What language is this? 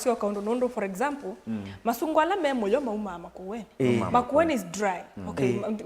Kamba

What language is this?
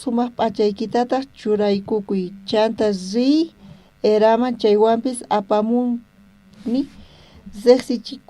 South Bolivian Quechua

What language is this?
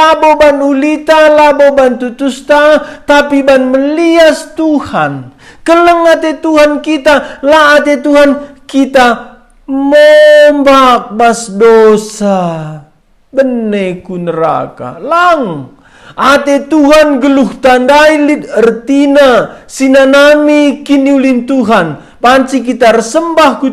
Batak Karo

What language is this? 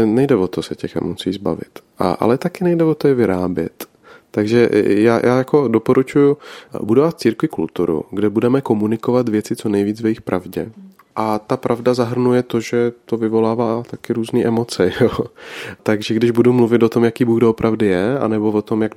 Czech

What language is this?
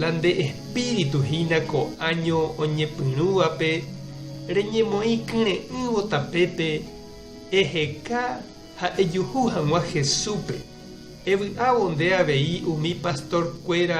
Guarani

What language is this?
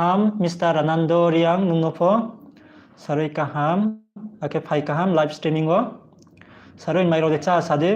Riang (India)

